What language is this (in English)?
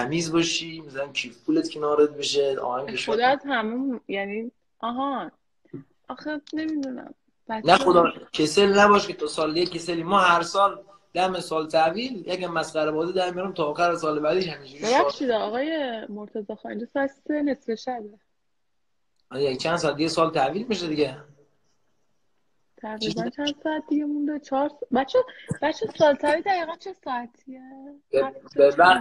Persian